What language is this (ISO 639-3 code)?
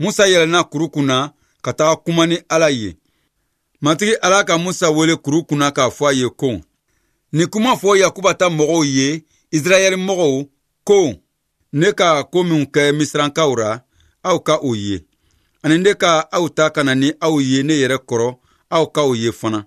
bam